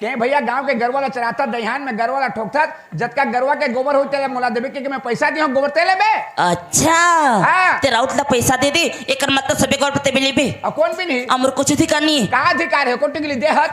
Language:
Chhattisgarhi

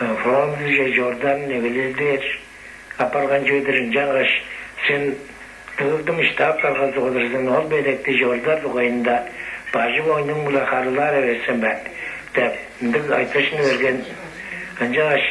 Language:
Tuvinian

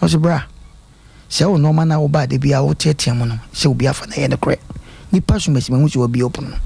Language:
Akan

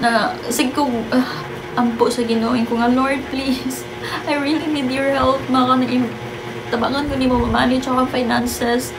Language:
Cebuano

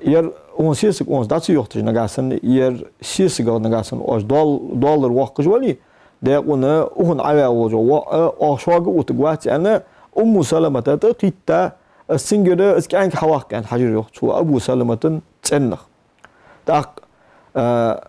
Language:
Ingush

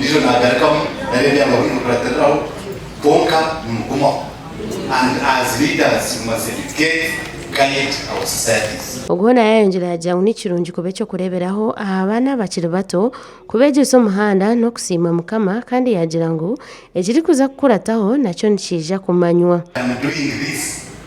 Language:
Nyankole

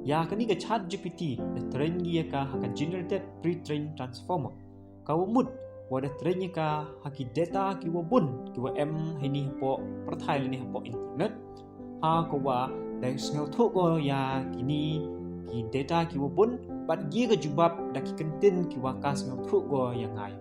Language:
Pnar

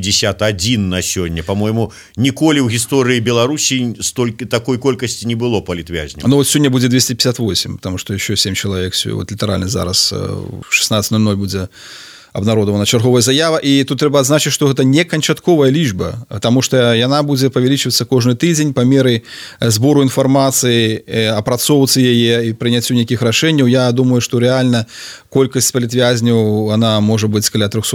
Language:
Belarusian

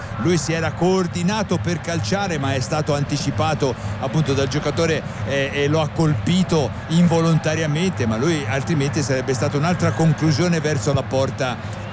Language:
Italian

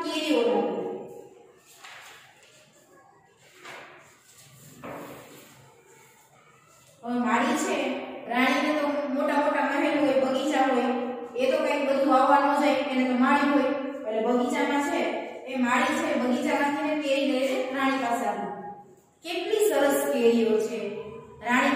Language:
Gujarati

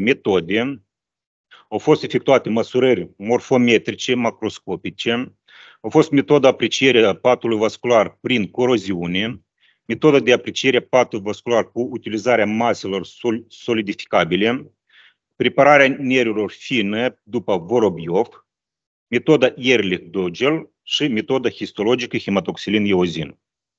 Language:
Romanian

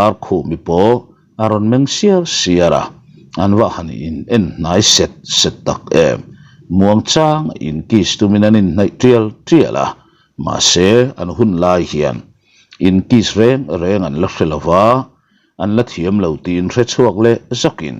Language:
Mizo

